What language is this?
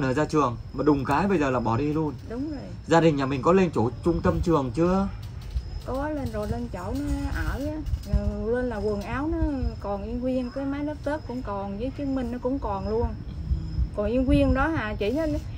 Vietnamese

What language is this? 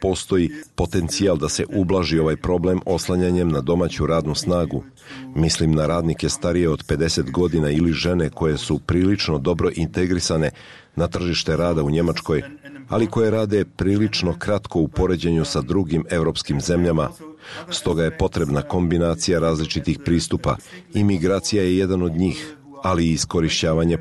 Bosnian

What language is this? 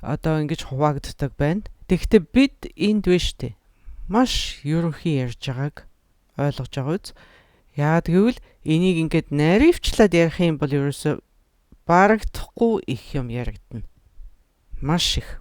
Mongolian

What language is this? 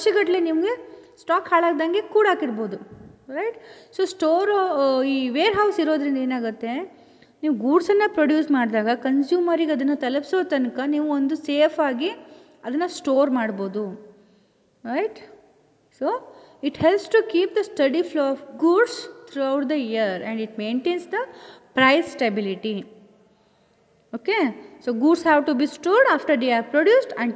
Kannada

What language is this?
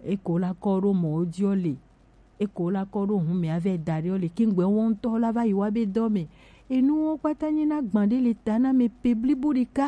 Gen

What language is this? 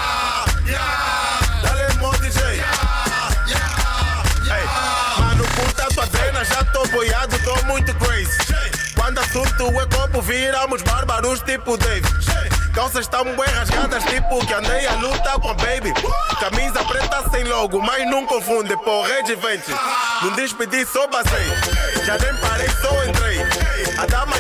Portuguese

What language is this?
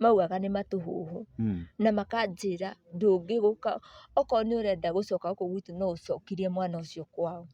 Kikuyu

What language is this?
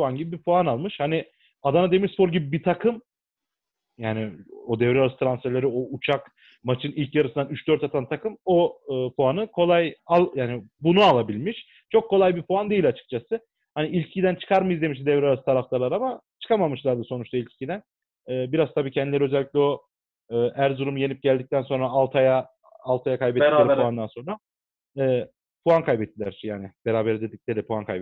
Turkish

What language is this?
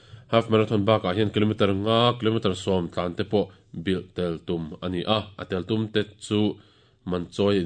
Mizo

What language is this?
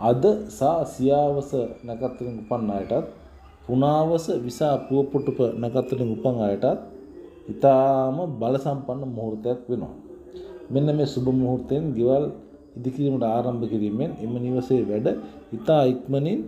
Sinhala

